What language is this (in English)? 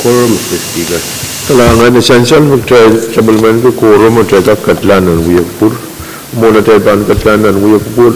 Pohnpeian